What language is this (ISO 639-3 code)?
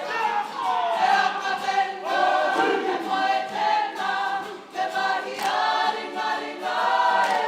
mri